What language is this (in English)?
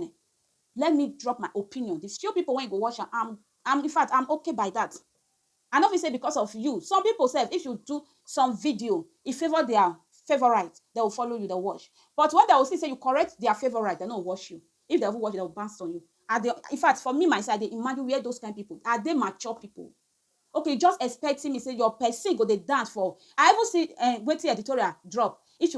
Nigerian Pidgin